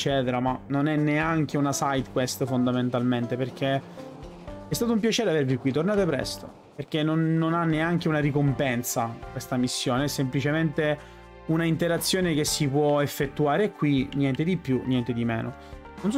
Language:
Italian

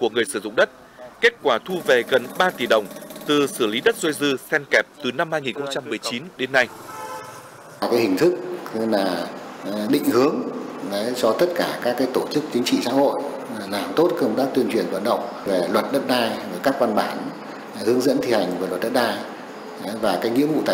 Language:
Vietnamese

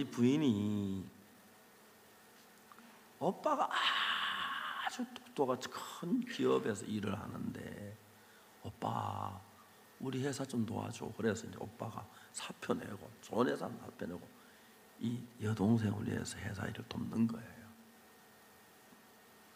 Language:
Korean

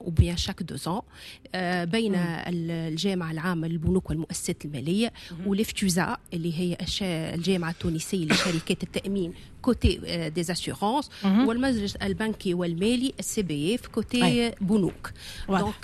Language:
Tunisian Arabic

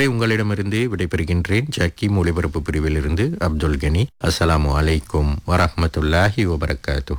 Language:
Tamil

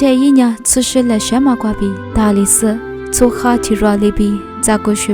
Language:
Lisu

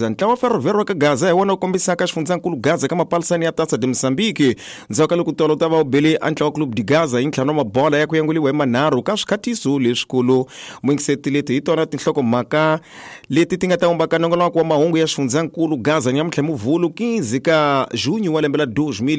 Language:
Tsonga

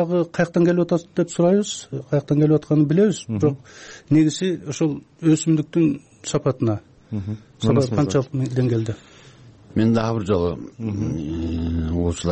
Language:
Kyrgyz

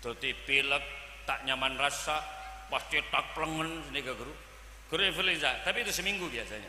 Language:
Madurese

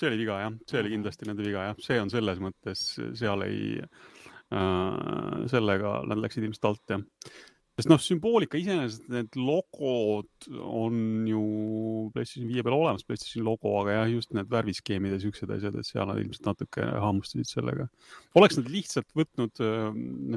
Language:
Estonian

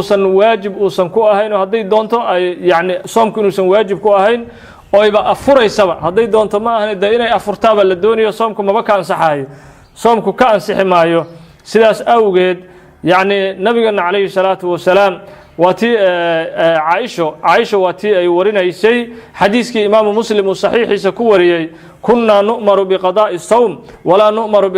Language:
Somali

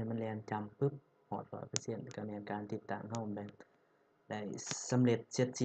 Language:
Lao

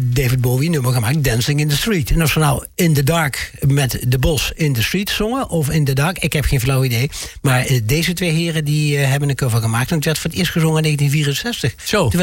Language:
Dutch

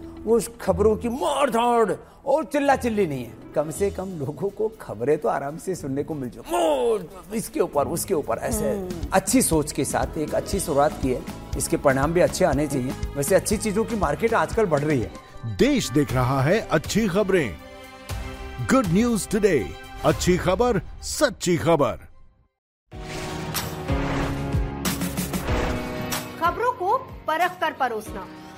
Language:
Hindi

